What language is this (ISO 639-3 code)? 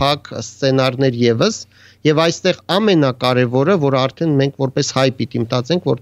hye